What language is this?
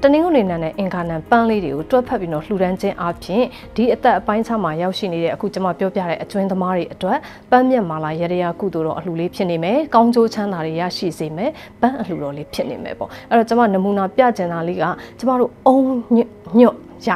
Burmese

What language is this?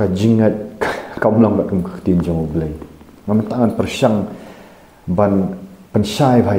Khasi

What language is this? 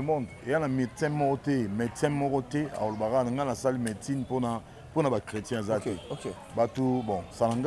Lingala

